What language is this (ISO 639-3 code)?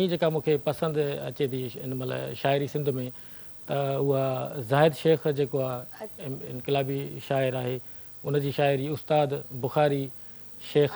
snd